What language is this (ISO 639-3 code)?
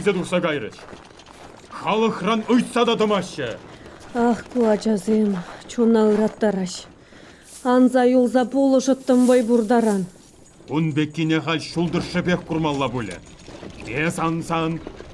chv